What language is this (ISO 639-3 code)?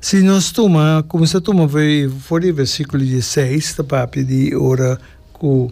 pap